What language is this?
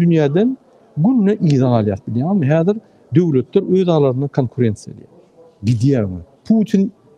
Turkmen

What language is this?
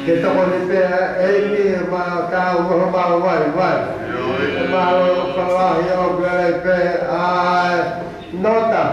Tongan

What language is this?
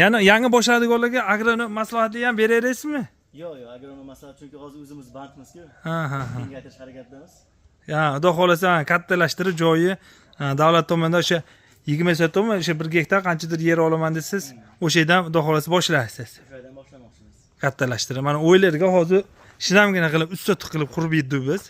Uzbek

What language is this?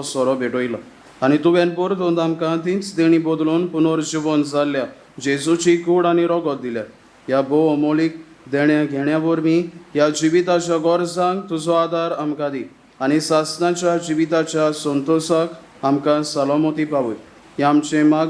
Konkani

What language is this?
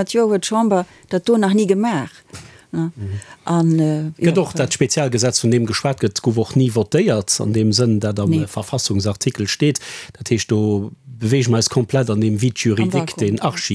Luxembourgish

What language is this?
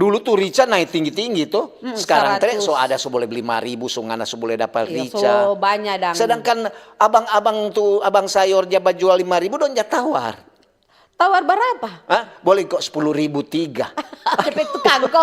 Manado Malay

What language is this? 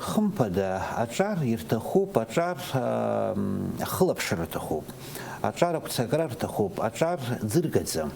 Abkhazian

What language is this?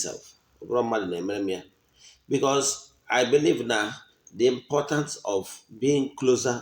Igbo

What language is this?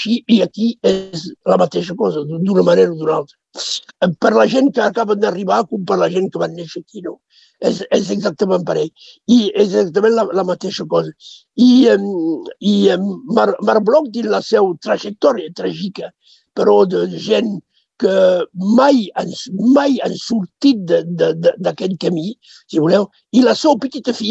Catalan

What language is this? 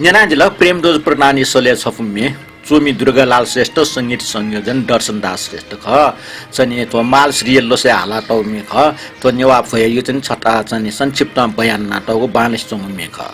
Newari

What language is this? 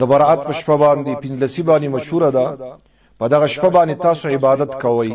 Pashto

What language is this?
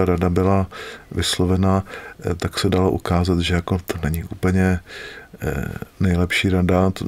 Czech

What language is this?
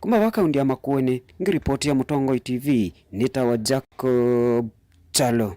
Kamba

